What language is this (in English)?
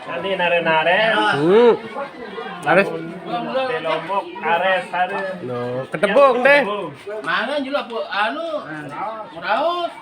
Sasak